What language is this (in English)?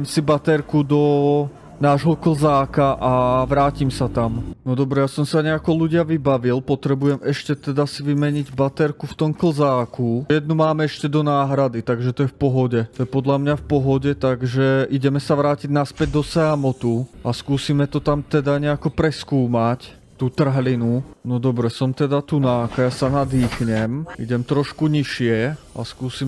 Slovak